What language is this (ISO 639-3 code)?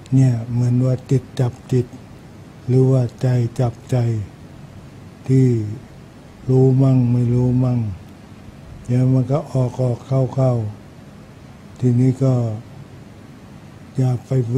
tha